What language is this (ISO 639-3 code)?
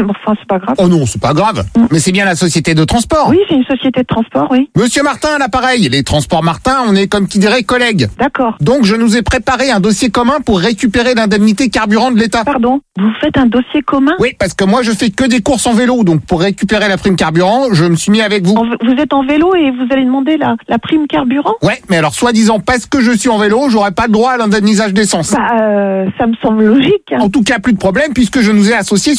fra